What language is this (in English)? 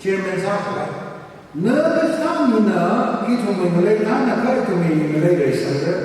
Tangkhul Naga (India)